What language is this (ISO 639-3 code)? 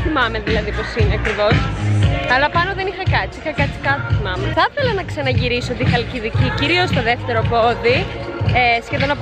ell